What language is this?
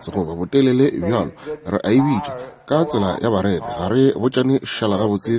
Northern Sotho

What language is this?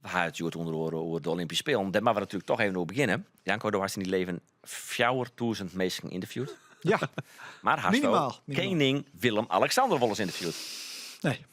Western Frisian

